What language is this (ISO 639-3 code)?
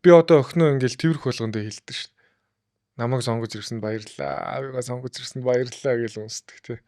mon